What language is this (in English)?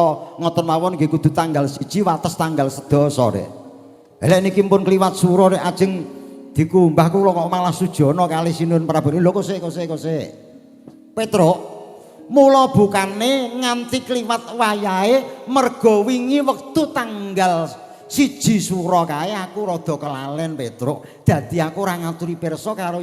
Javanese